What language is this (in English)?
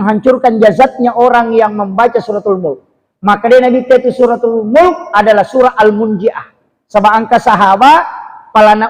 Buginese